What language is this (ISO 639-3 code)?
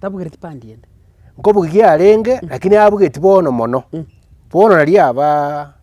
guz